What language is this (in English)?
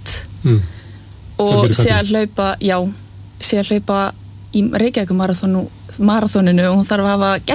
Icelandic